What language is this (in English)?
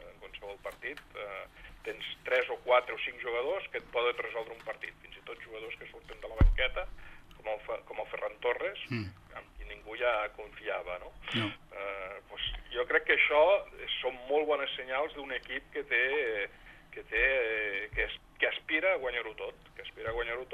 Catalan